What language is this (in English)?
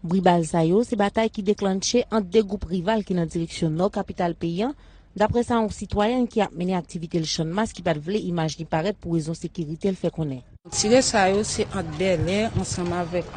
Haitian Creole